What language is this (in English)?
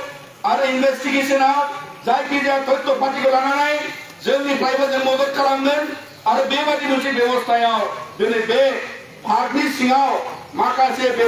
Bodo